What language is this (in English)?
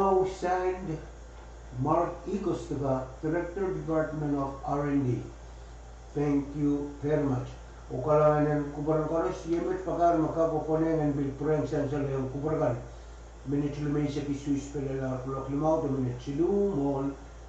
Pohnpeian